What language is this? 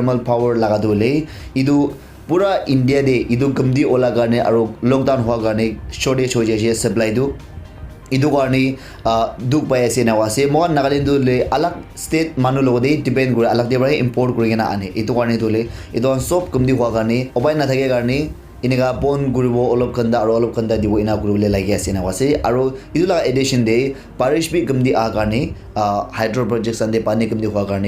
Naga Pidgin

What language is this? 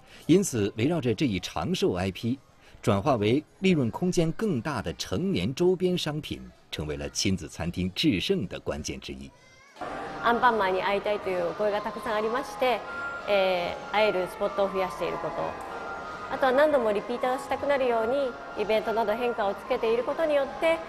Chinese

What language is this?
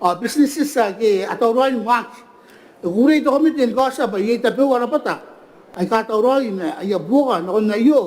Gilbertese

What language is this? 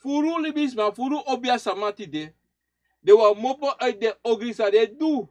Sranan Tongo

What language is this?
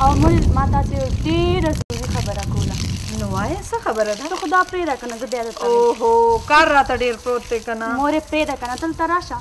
Pashto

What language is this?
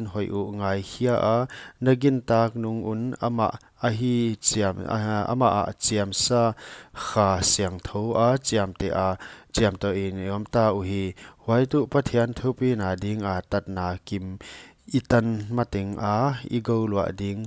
Paite Chin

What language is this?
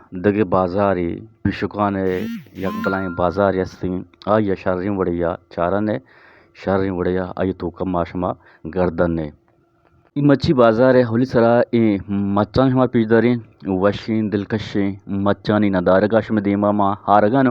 Eastern Balochi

